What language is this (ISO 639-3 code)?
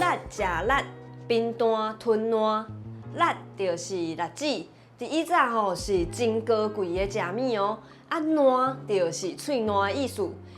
nan